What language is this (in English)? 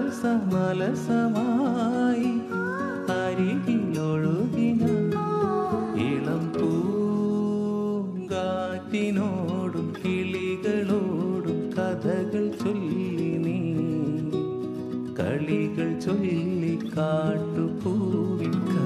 Malayalam